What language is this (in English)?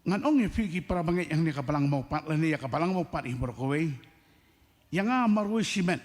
Khasi